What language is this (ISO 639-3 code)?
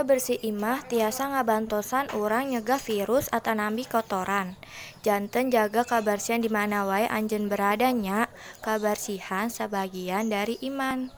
sun